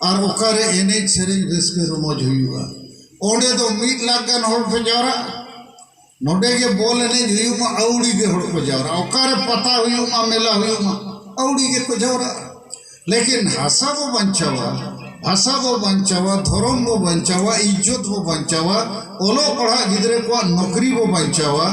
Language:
Santali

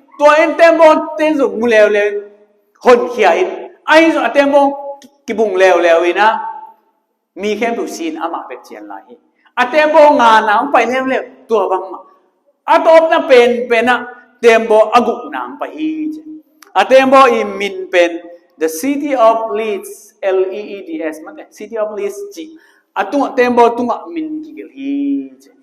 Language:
Tedim Chin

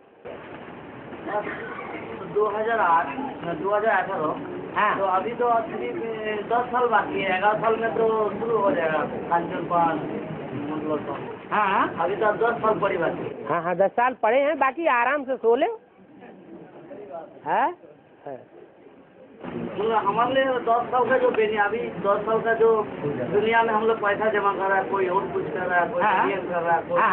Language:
Hindi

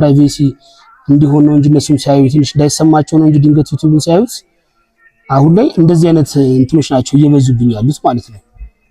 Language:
Amharic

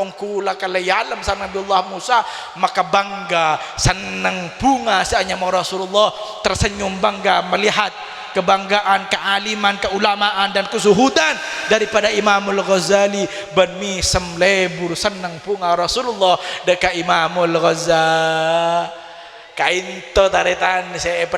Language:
Madurese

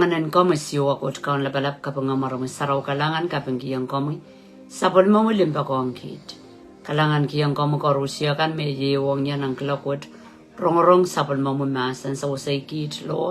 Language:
Pohnpeian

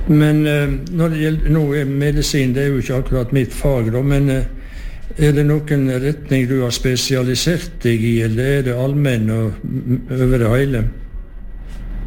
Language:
Norwegian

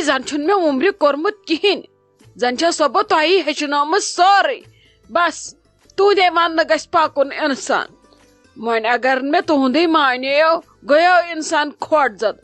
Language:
Kashmiri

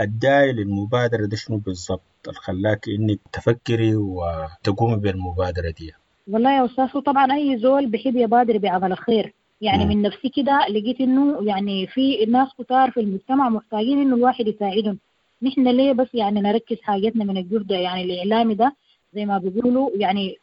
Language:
Sudanese Arabic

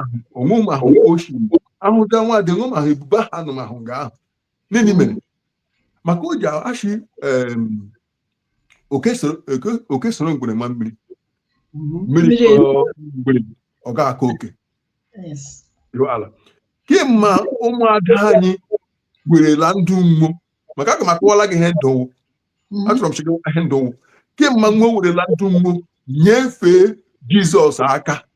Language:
Igbo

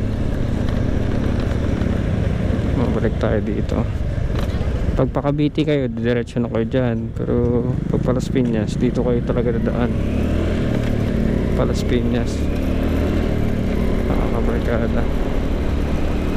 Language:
Filipino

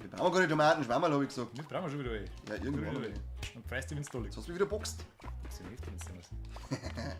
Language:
Bavarian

